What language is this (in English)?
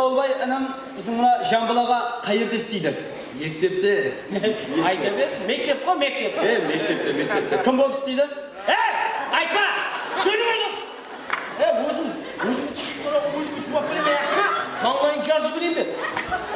Kara-Kalpak